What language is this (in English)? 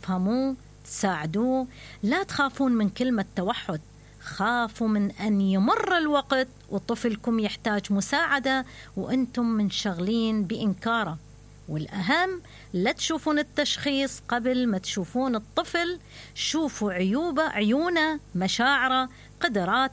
Mesopotamian Arabic